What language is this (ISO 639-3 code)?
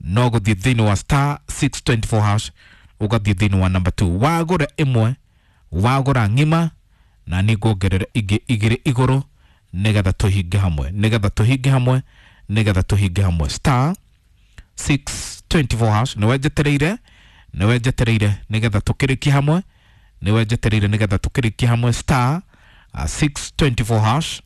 kik